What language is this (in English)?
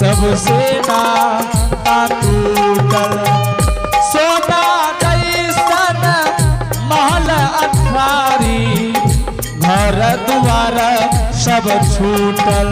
Angika